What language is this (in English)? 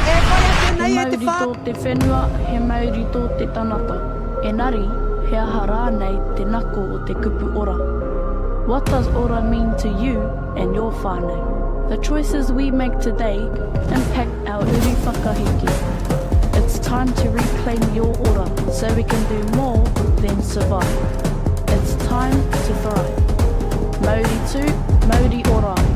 Māori